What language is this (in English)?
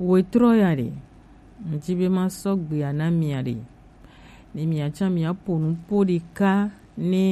Gen